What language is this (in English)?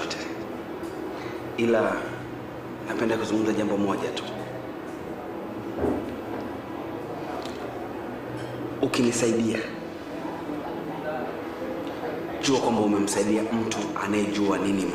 Swahili